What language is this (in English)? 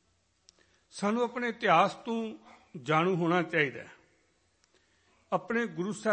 Punjabi